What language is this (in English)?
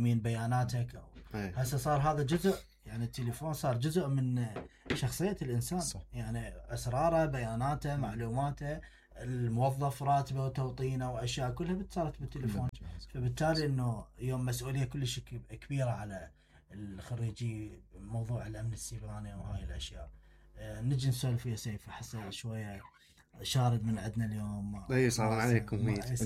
Mesopotamian Arabic